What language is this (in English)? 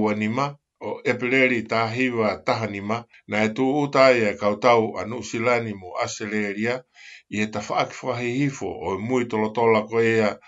Tongan